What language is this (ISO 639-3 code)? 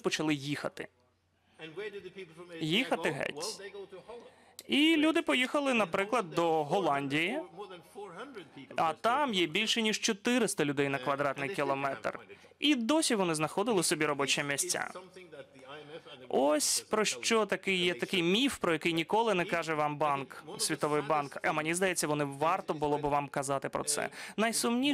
ukr